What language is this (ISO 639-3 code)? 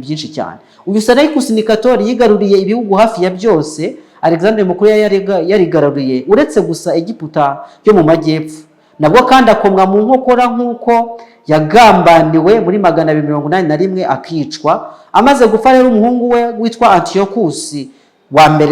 kin